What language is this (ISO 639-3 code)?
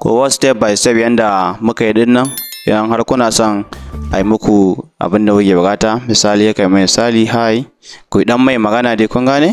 hau